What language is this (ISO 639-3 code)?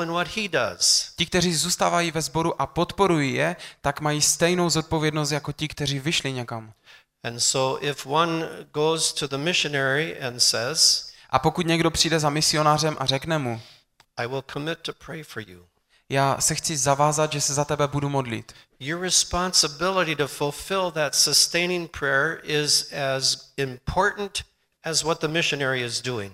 ces